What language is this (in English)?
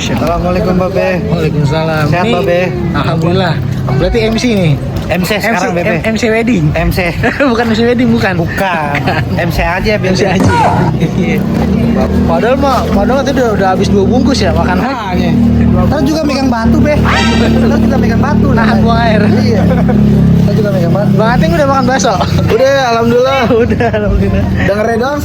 Betawi